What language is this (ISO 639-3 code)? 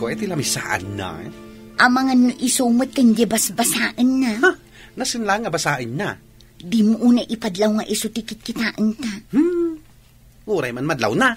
ilo